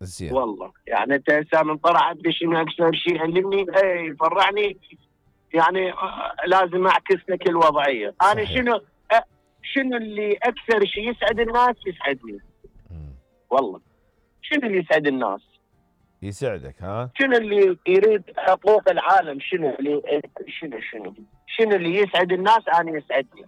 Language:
Mesopotamian Arabic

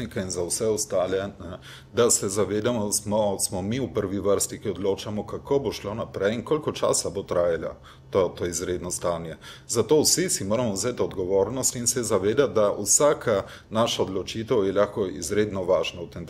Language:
Slovenian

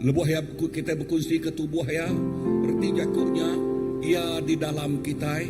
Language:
Iban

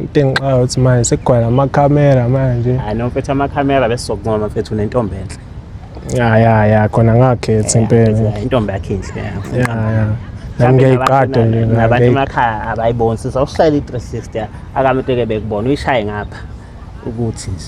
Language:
Zulu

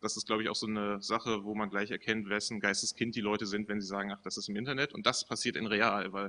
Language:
German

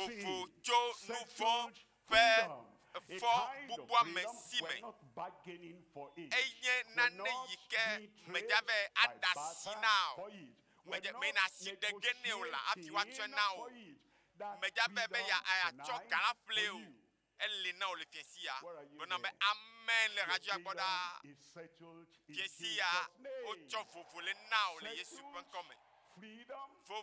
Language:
Ewe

